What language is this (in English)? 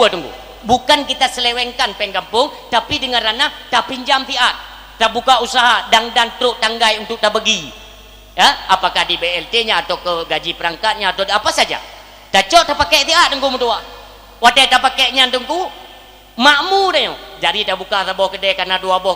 Achinese